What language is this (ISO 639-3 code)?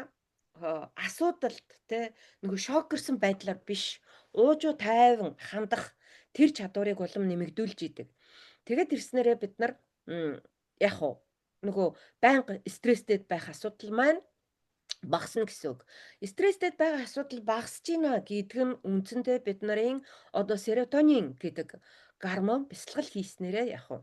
mon